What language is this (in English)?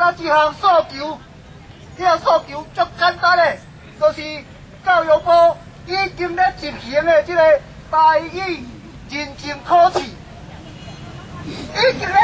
Min Nan Chinese